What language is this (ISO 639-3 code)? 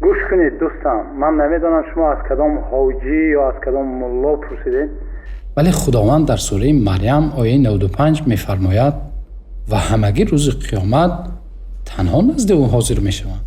tgk